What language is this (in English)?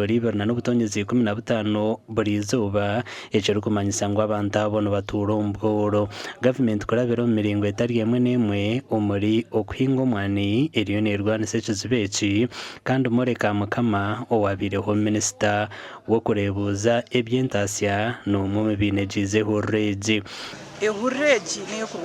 Nyankole